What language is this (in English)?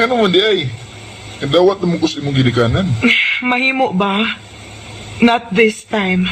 Cebuano